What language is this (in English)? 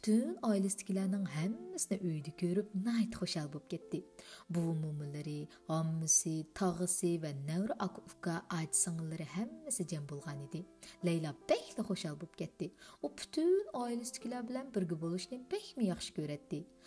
Uyghur